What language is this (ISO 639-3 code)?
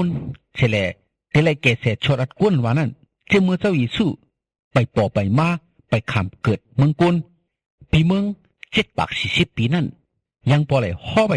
shn